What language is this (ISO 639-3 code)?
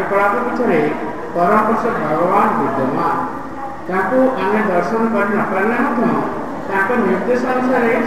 ori